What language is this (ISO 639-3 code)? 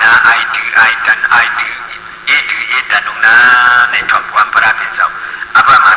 shn